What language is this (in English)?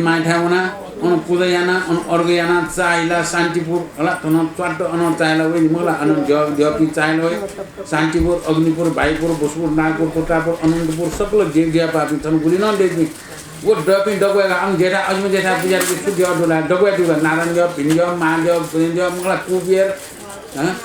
Newari